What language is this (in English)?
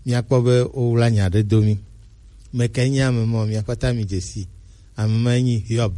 Gen